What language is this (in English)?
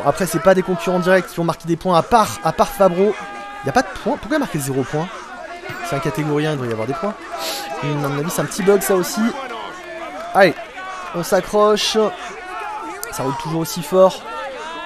French